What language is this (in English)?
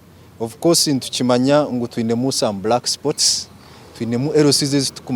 Nyankole